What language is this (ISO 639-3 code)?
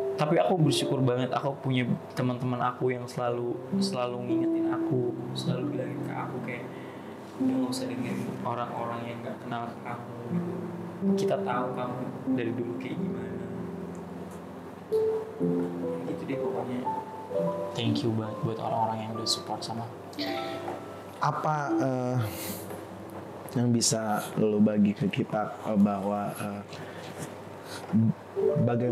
ind